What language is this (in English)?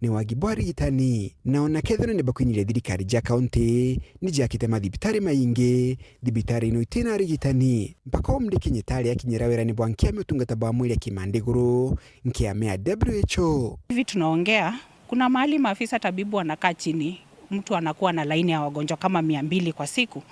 Meru